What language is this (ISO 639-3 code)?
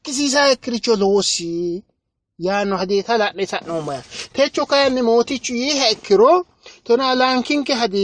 sid